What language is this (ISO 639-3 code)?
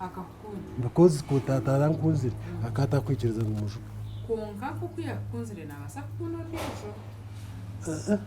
nyn